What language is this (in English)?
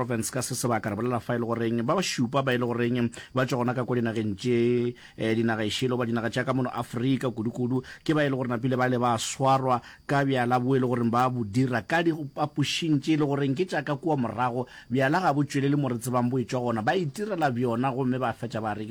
Northern Sotho